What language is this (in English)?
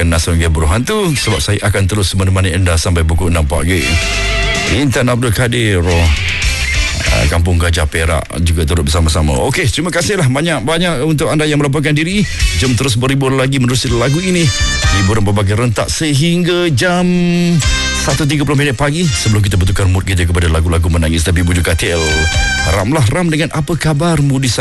Malay